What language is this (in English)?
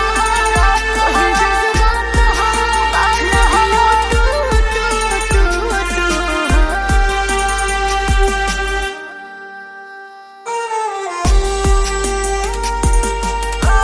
Bhojpuri